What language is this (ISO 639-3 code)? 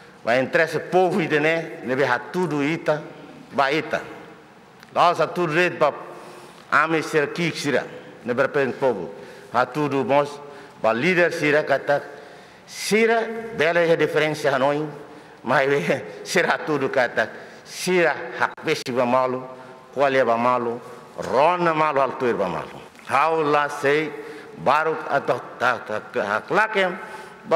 tet